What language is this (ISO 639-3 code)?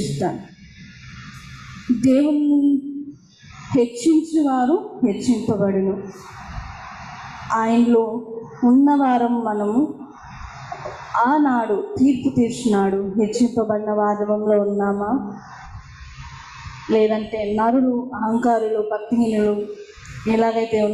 tel